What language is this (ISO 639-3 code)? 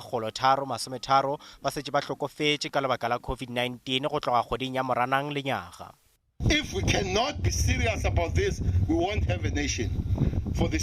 nso